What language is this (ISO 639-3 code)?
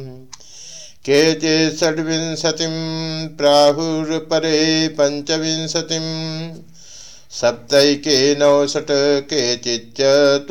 san